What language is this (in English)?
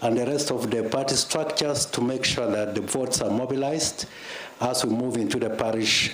Nyankole